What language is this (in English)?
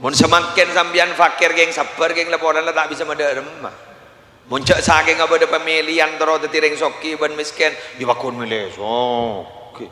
Madurese